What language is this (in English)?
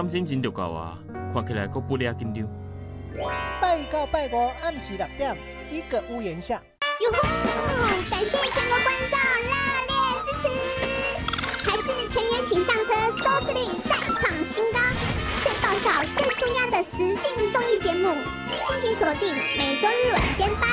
Chinese